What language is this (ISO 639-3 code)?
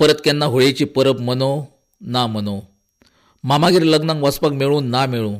kok